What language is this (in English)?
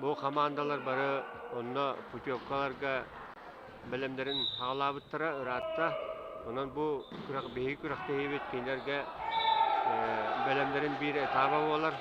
Yakut